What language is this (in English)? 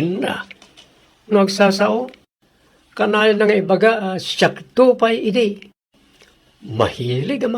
Iloko